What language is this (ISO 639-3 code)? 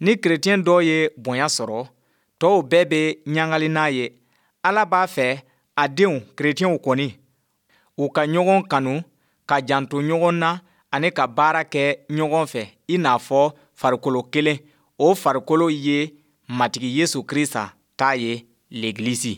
bam